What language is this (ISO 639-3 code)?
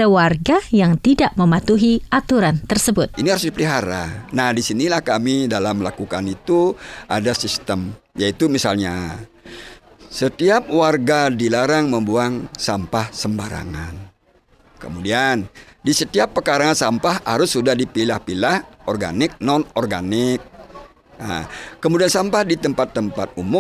ind